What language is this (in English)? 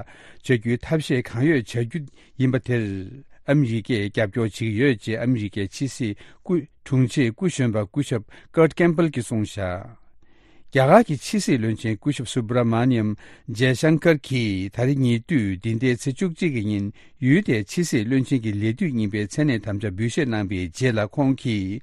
Tibetan